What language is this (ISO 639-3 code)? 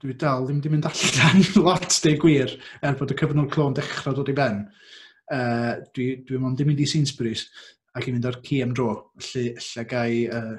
cym